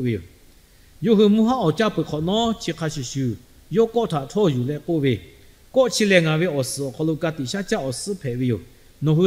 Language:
Lahu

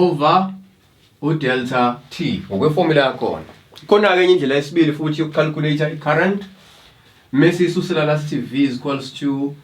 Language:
Zulu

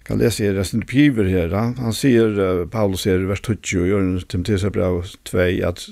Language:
Faroese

